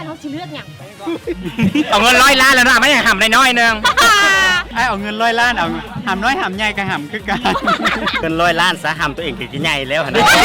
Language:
Lao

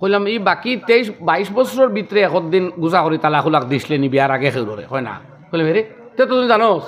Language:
Sylheti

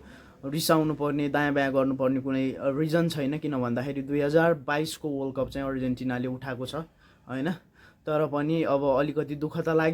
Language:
Nepali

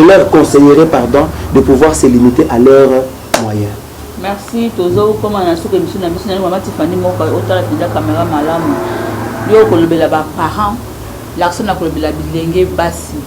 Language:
Lingala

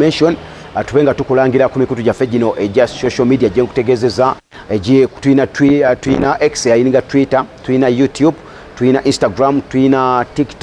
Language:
Ganda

